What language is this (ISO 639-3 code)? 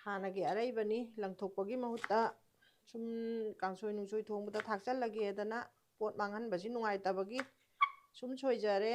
mni